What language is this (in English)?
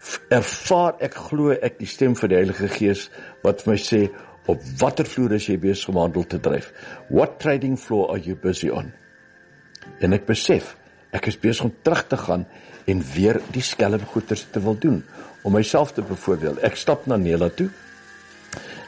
Afrikaans